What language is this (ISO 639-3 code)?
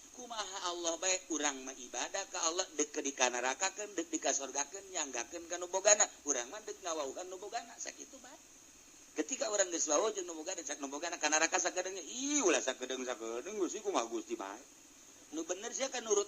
sun